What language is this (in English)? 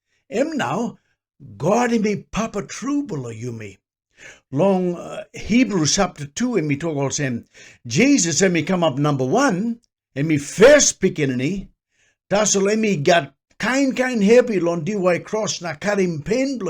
Tok Pisin